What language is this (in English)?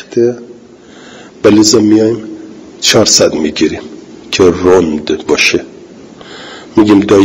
Persian